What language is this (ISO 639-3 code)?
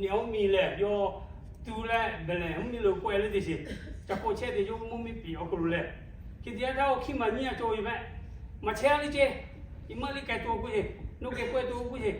lhu